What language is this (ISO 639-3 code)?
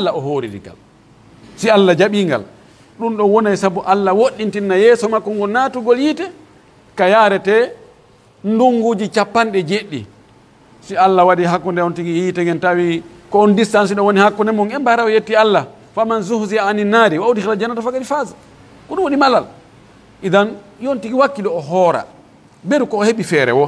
fuf